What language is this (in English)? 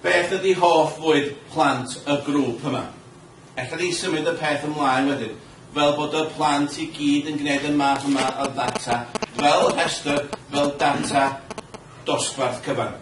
Welsh